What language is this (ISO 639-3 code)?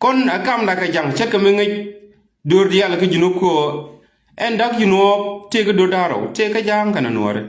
nus